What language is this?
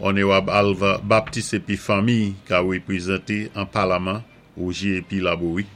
Saint Lucian Creole French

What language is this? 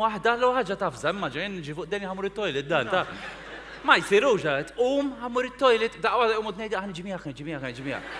Maltese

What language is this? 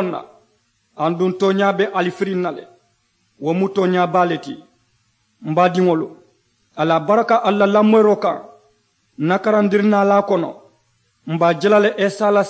Mandingo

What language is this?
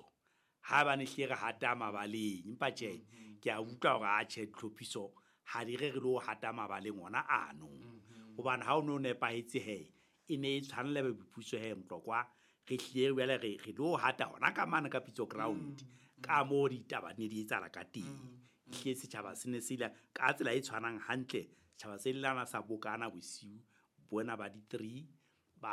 Southern Sotho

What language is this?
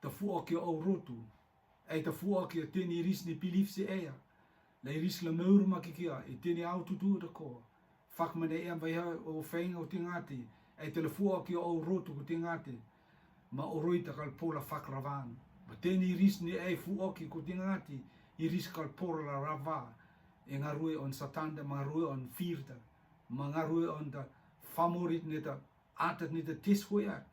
Rotuman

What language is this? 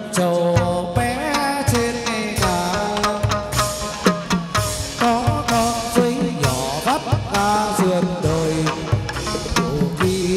Vietnamese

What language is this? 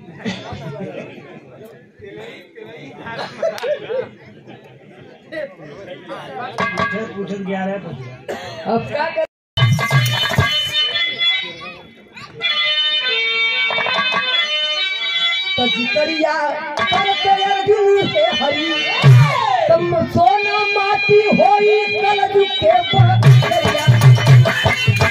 Bhojpuri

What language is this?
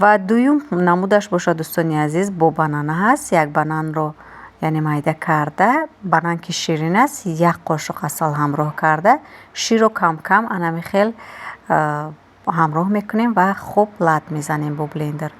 Tajik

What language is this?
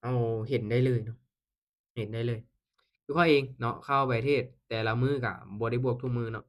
Lao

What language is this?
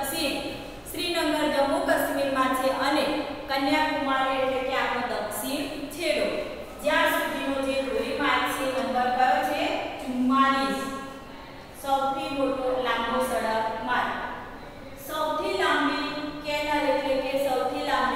Gujarati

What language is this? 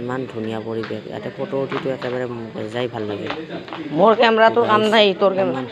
Assamese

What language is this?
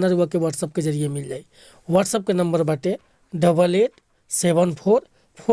Bhojpuri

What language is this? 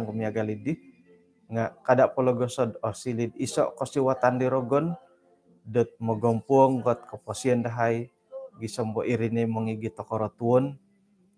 Central Dusun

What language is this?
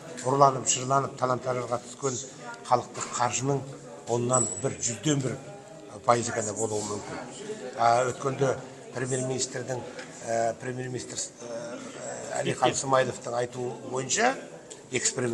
Kazakh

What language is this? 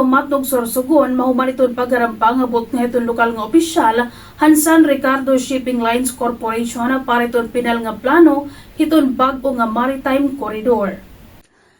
Waray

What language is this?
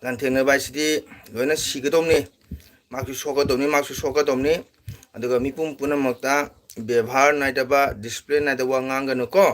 Manipuri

